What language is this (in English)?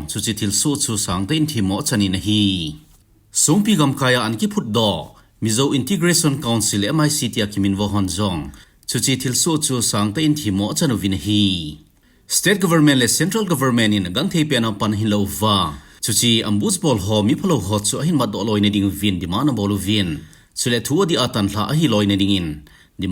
Thado Chin